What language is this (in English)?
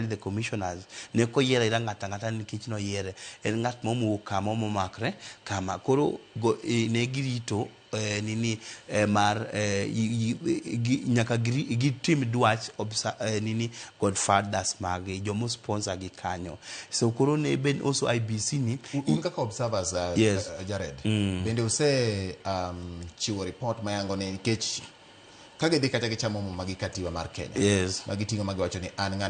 Luo (Kenya and Tanzania)